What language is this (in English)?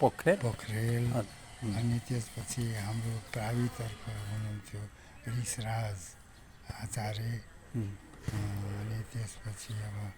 Nepali